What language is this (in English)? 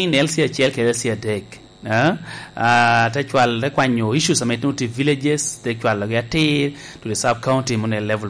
Lango (Uganda)